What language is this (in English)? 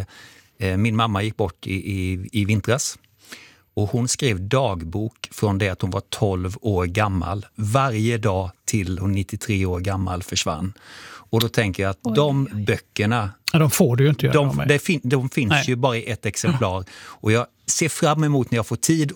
Swedish